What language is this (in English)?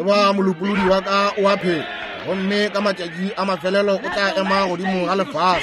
Northern Sotho